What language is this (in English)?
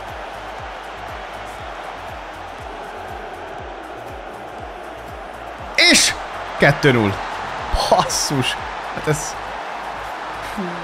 Hungarian